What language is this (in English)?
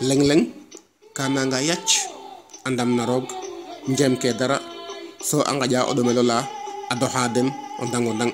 Serer